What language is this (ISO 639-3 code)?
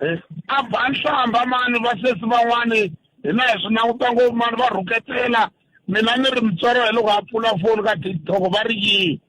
tso